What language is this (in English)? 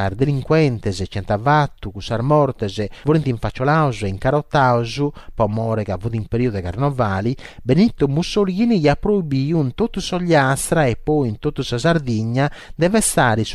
Sardinian